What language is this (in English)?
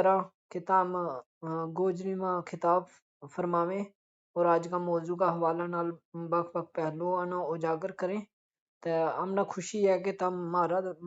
Gujari